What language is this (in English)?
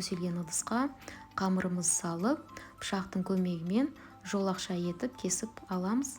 Kazakh